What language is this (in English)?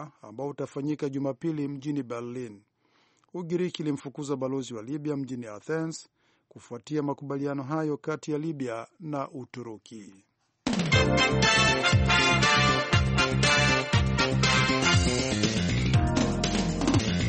Swahili